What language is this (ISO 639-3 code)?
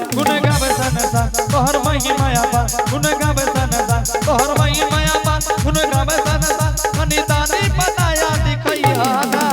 anp